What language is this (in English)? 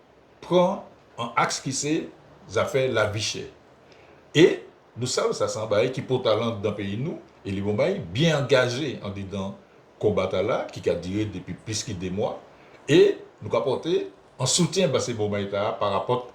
Guadeloupean Creole French